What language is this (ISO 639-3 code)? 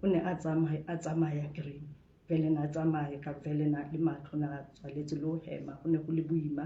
sot